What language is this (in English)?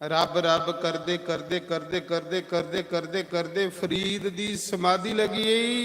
Dogri